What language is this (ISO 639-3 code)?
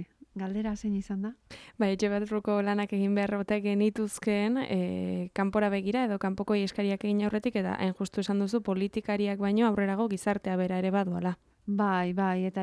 eus